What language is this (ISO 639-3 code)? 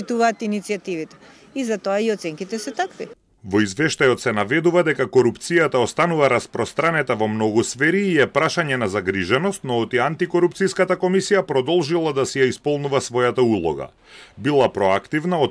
mkd